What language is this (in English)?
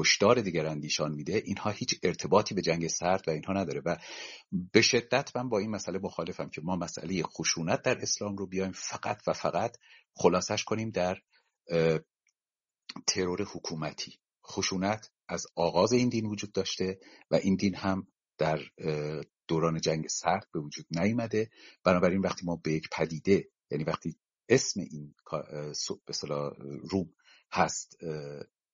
Persian